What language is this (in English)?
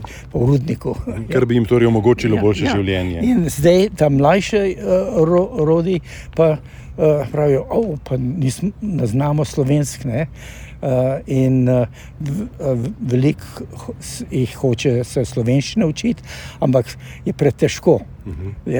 Slovenian